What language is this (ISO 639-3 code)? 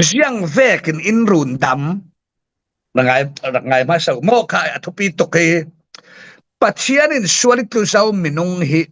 cfm